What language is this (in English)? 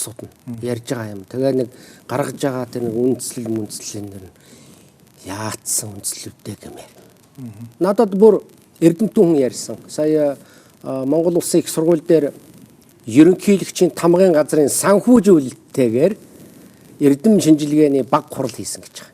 Mongolian